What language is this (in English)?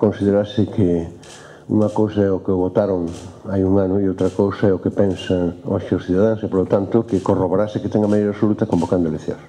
Galician